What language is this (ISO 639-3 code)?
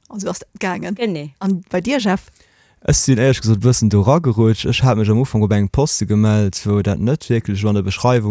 ltz